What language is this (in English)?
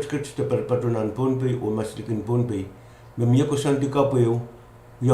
Pohnpeian